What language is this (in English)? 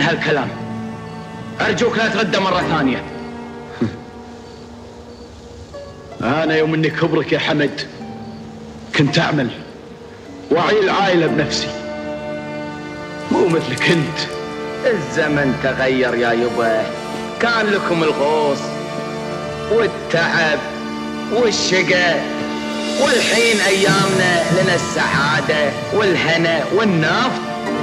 Gulf Arabic